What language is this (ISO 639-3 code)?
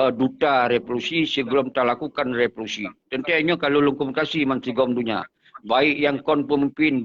ace